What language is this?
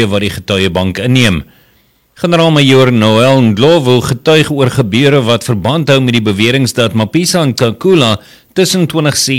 Afrikaans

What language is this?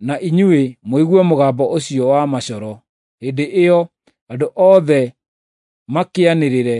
Kikuyu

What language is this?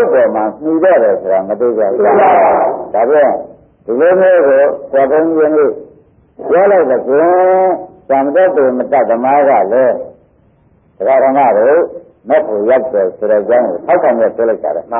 Burmese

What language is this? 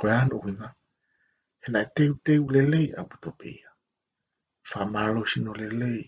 Tongan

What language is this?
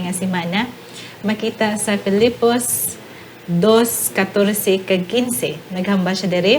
Hiligaynon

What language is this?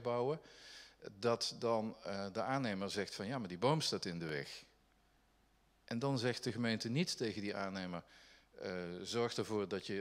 Dutch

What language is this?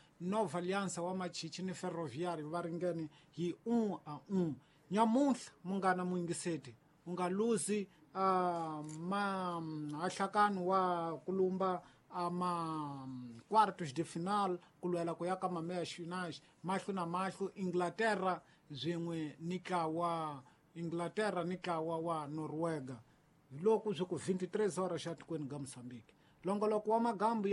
Tsonga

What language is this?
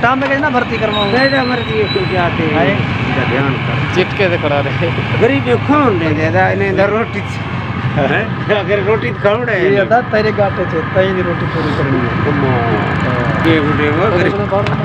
Saraiki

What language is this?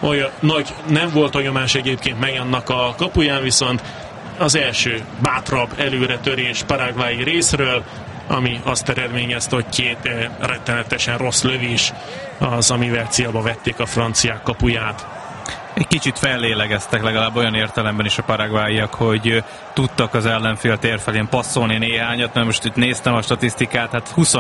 Hungarian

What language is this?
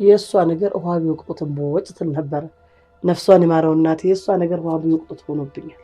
Amharic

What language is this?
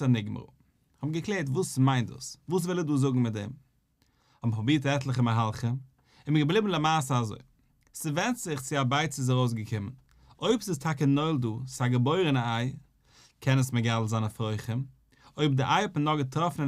Yiddish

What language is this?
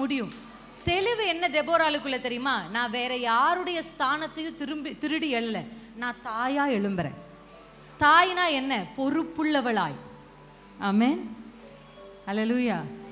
Tamil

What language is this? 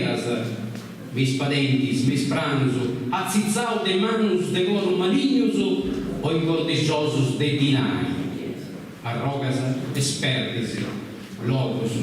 Sardinian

